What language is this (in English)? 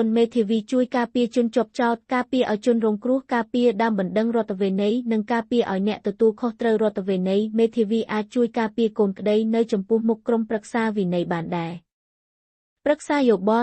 Khmer